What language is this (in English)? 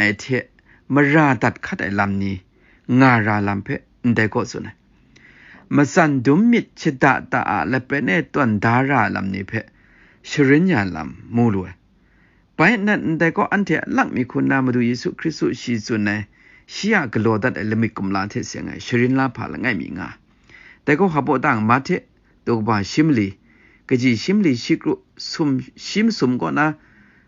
Kachin